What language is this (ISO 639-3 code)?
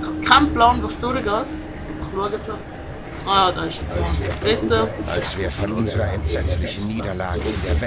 gsw